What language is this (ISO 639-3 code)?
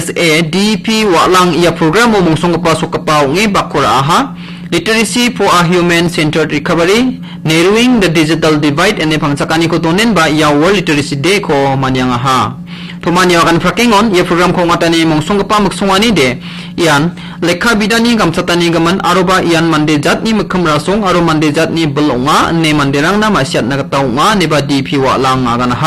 grt